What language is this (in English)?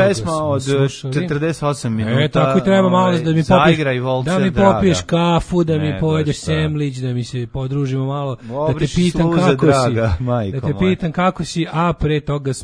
Serbian